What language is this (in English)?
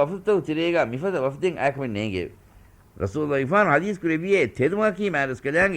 Divehi